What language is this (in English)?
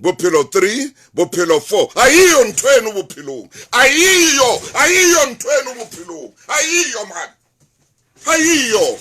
Southern Sotho